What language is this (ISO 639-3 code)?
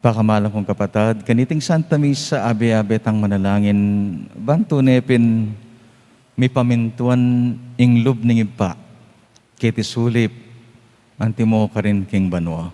pam